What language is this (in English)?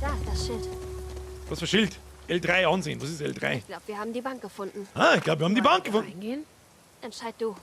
Bavarian